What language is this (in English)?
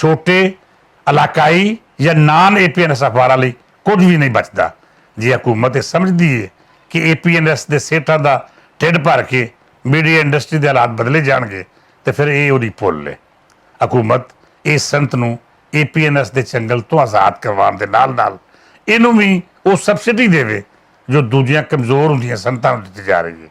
Western Panjabi